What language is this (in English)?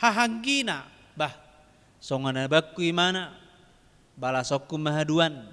Batak Toba